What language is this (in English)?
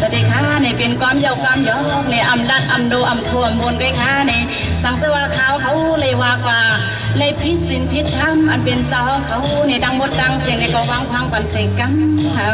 Shan